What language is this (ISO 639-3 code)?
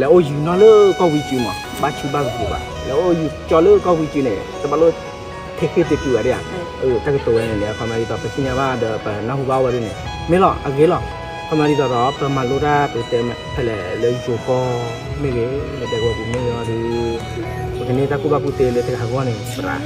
ksw